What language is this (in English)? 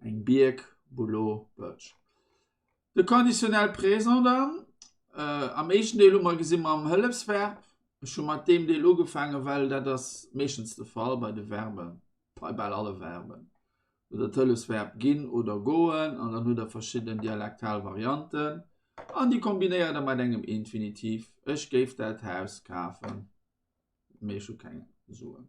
Luxembourgish